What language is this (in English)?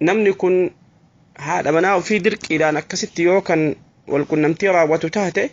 Oromo